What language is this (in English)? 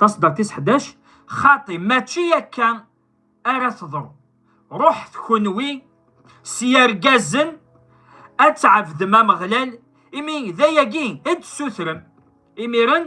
Kabyle